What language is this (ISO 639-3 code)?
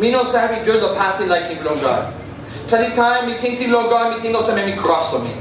tpi